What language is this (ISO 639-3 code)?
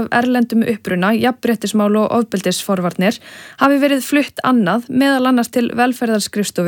isl